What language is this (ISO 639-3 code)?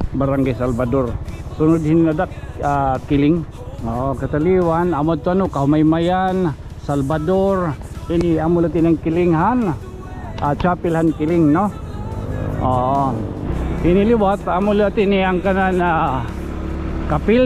war